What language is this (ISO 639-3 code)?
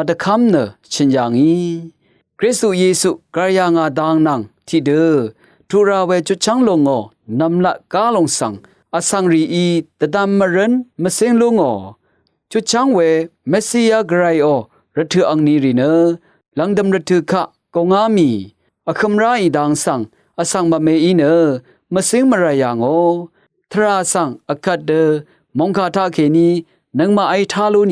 raw